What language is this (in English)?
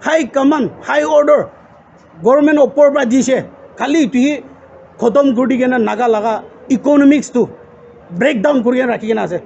Naga Pidgin